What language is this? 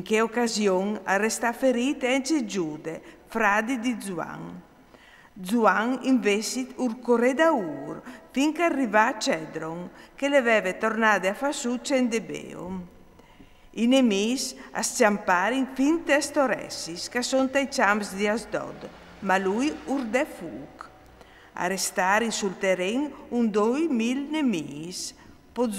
Friulian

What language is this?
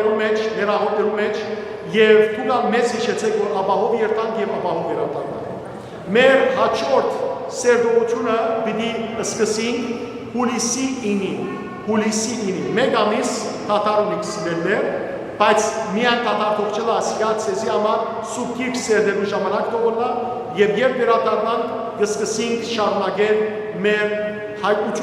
Western Armenian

